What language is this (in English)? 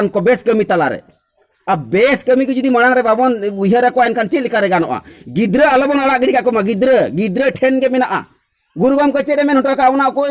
Santali